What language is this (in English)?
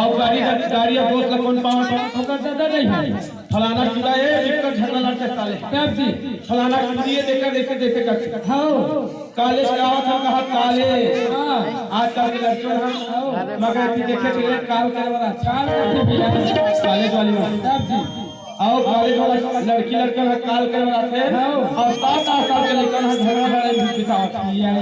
Chhattisgarhi